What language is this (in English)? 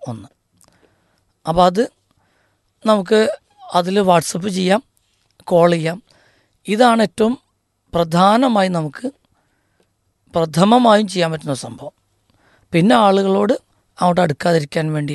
Malayalam